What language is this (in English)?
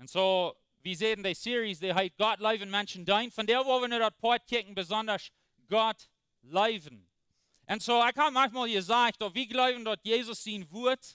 Plautdietsch